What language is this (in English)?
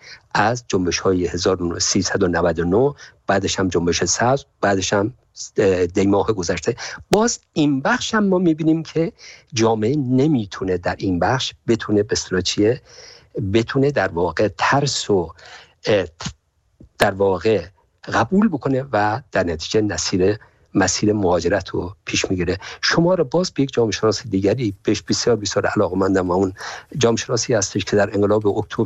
Persian